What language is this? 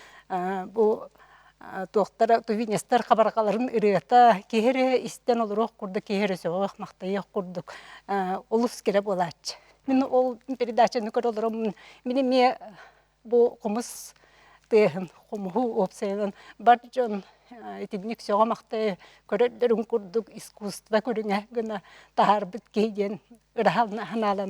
Yakut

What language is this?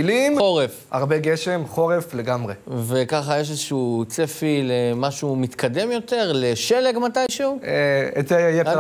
Hebrew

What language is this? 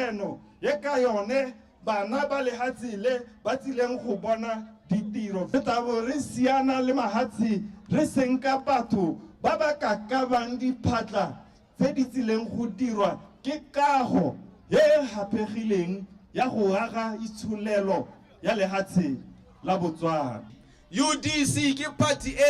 Tswana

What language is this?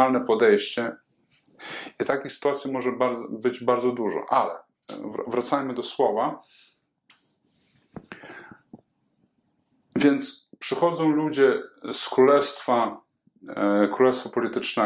Polish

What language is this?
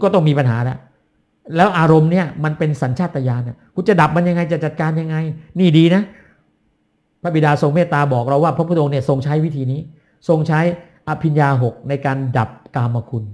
Thai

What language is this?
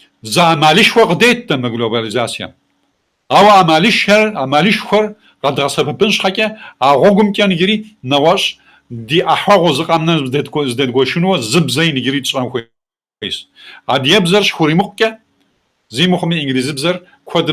Kabardian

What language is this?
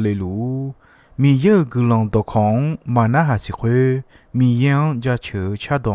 Akha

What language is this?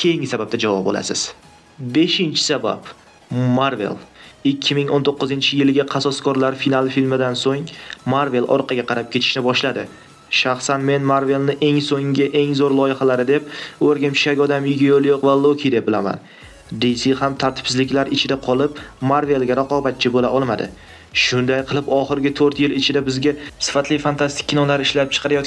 Uzbek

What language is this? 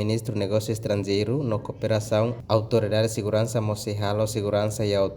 Tetum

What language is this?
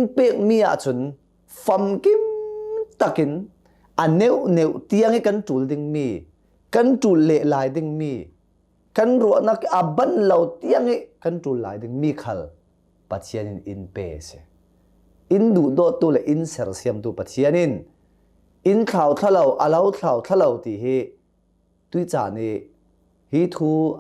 Hakha Chin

